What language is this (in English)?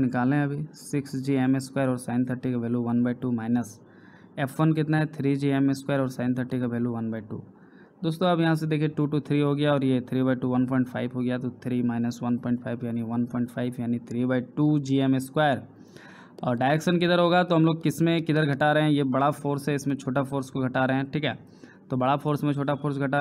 Hindi